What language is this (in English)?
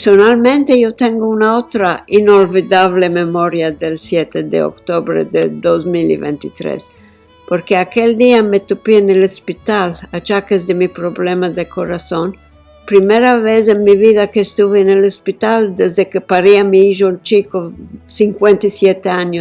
Ladino